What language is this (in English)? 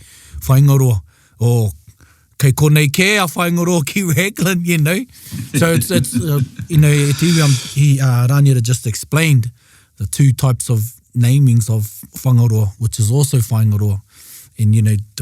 Māori